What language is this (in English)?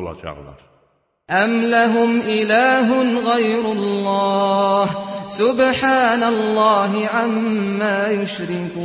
Azerbaijani